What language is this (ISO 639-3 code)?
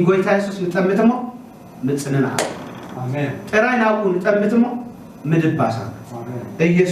tir